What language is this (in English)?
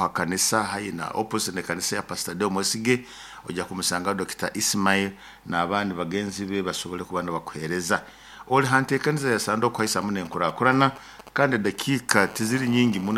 Nyoro